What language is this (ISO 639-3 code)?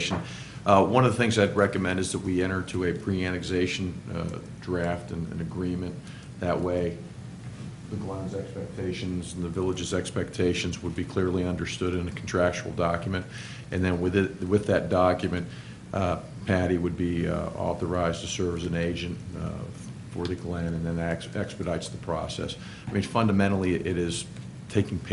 eng